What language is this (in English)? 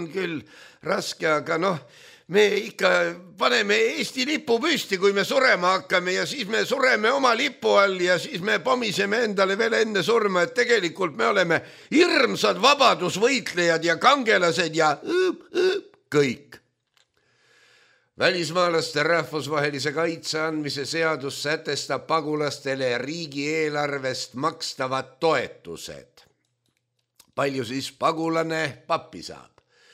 Estonian